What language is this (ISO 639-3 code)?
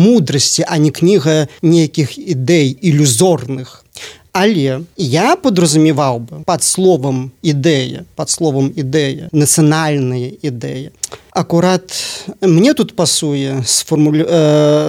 bel